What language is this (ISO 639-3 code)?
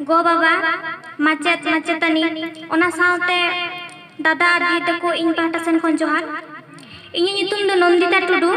sat